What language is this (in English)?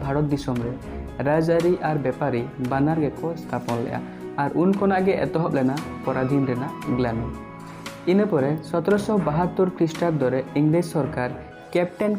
Santali